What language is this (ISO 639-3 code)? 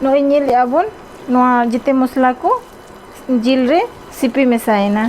sat